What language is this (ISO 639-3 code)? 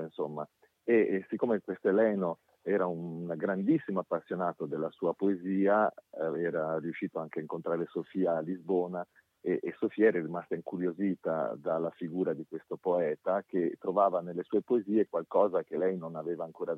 ita